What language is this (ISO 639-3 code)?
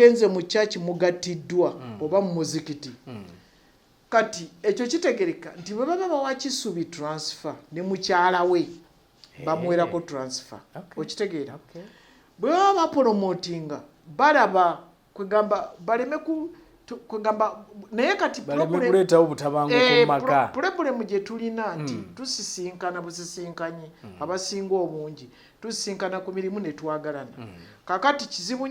lug